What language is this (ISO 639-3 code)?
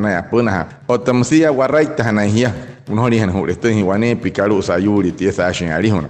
guc